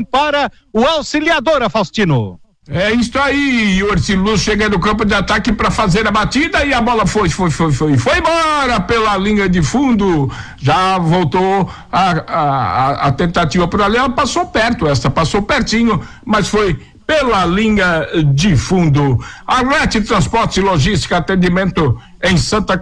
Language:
Portuguese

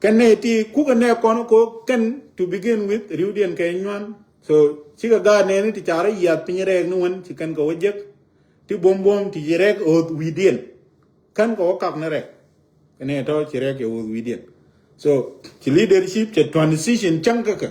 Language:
Nuer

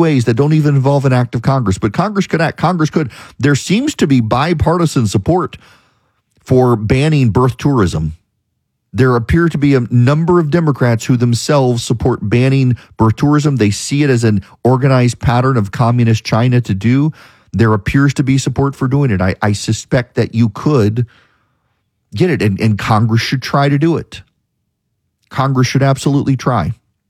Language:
English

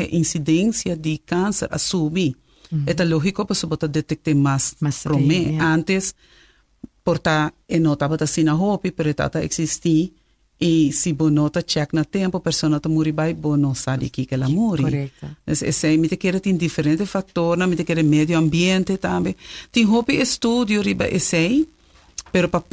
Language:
Papiamento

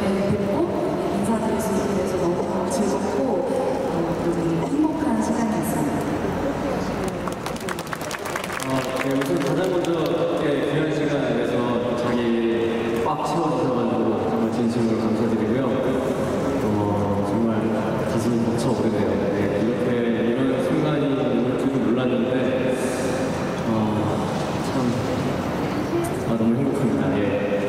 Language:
Korean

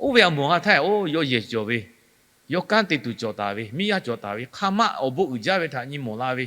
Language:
Lahu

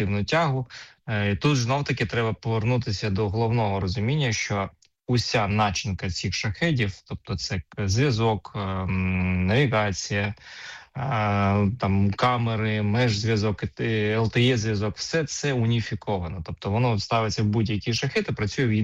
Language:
Ukrainian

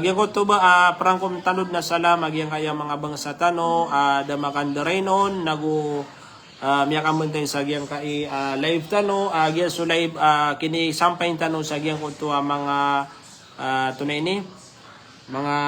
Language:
Maranao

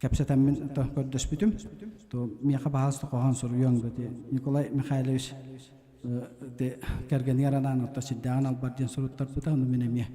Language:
Yakut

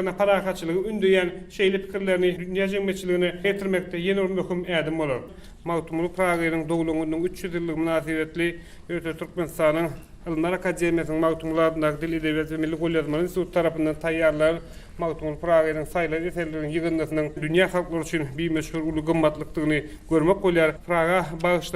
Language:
Turkmen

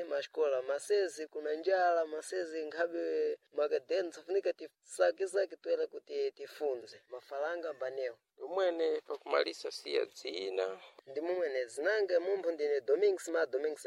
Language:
Sena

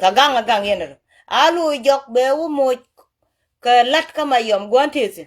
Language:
Nuer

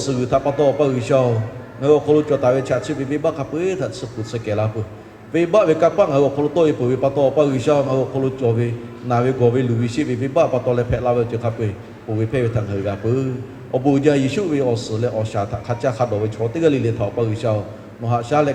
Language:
Lahu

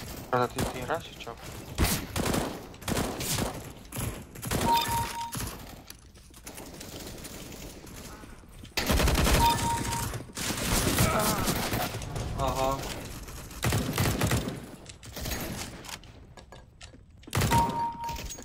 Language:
Slovak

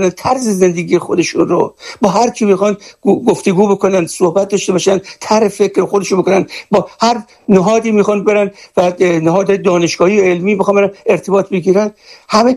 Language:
Persian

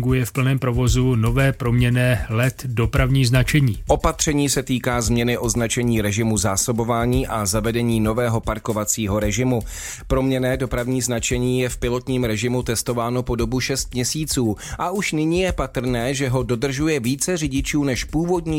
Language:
Czech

